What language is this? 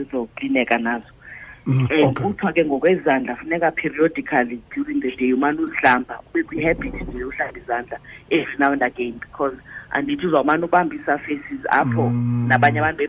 Xhosa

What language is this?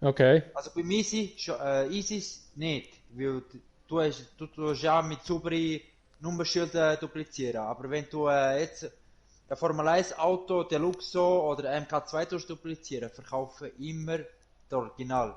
Swiss German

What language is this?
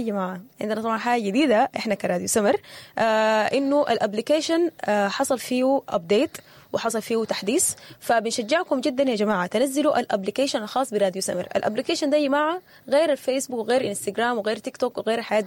Sudanese Arabic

